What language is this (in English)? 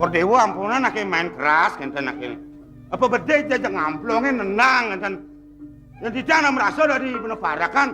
Balinese